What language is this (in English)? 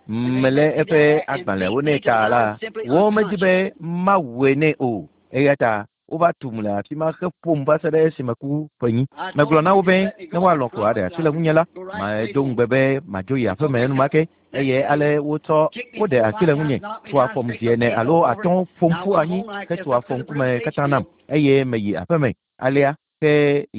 Ewe